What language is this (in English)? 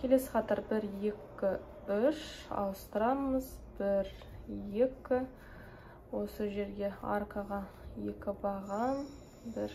Kazakh